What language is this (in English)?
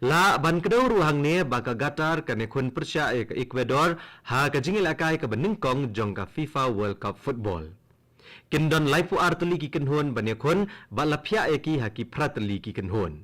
Khasi